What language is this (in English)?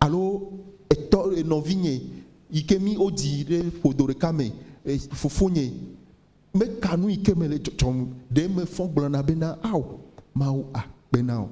Ewe